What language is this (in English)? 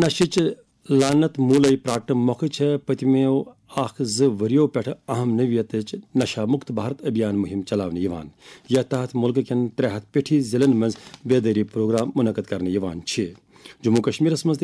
Kashmiri